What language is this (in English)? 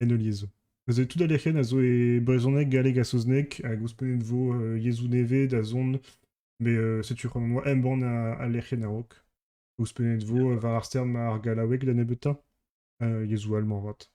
Breton